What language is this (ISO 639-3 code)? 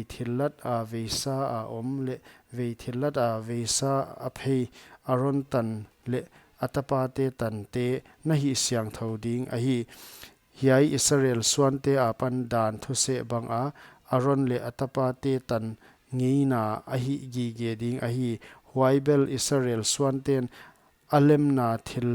pck